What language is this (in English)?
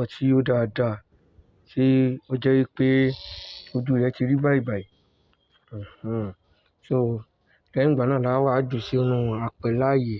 Yoruba